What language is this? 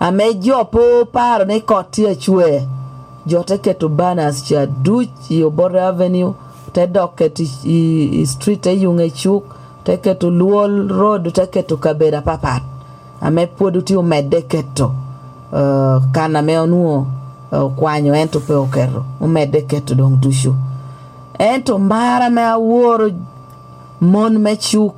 Lango (Uganda)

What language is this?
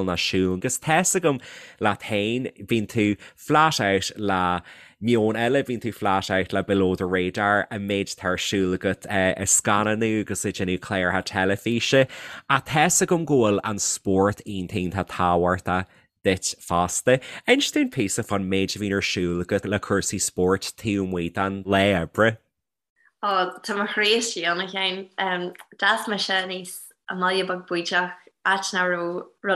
Irish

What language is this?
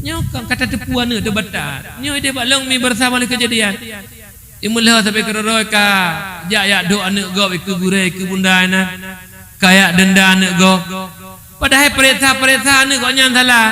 Achinese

